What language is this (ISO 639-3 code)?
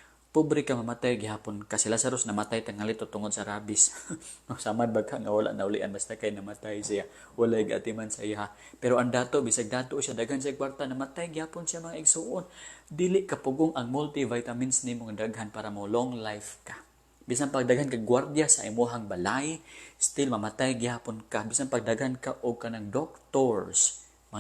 ceb